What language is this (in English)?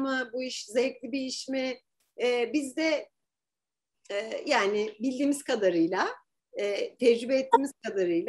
Turkish